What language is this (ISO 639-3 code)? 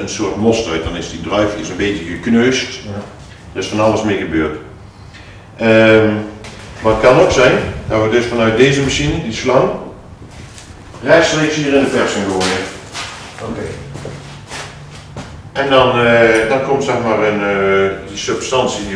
nld